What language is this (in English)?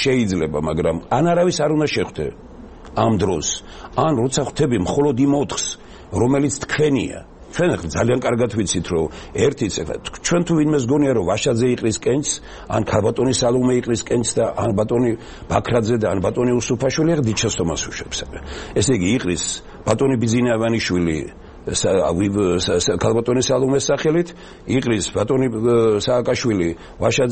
Georgian